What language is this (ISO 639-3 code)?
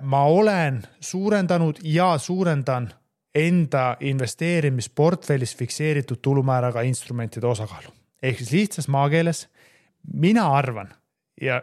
est